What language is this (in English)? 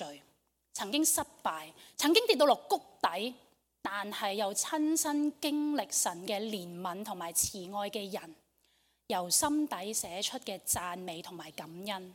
Cantonese